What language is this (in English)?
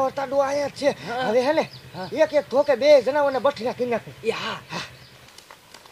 Gujarati